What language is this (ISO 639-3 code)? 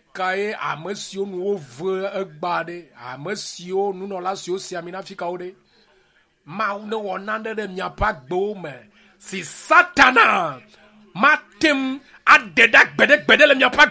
ewe